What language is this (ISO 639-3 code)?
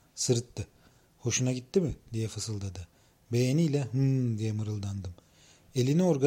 tur